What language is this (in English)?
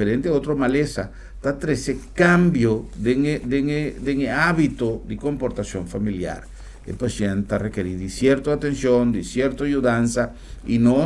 Papiamento